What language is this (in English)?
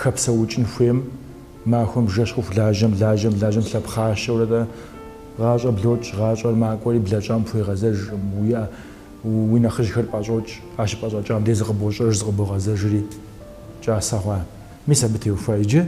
Kabardian